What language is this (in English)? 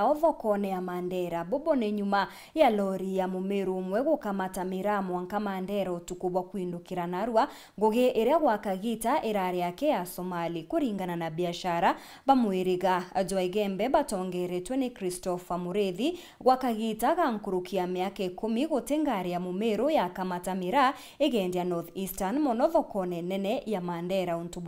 Meru